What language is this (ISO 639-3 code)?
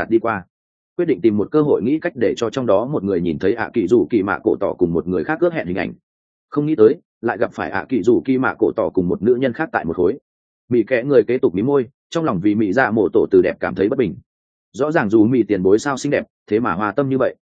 vie